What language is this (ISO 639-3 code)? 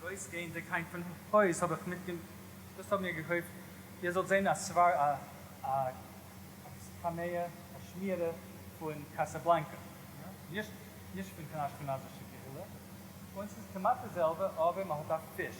yid